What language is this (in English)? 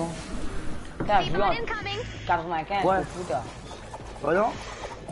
Morisyen